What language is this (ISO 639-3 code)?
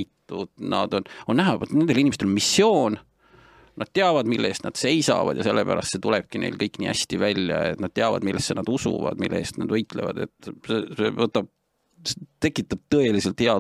est